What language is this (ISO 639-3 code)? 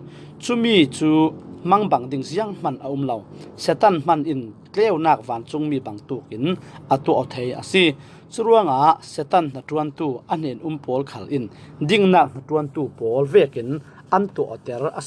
cfm